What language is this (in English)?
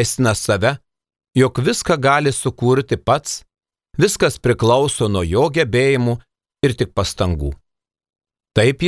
Lithuanian